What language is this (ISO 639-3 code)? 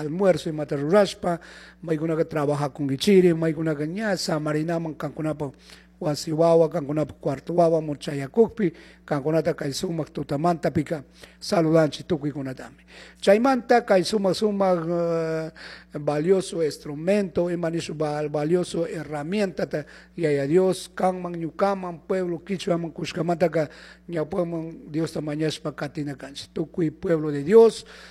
qug